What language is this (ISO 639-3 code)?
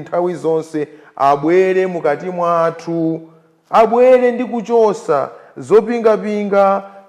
nya